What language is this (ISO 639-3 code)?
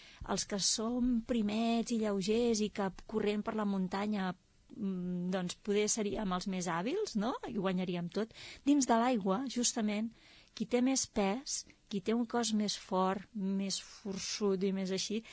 cat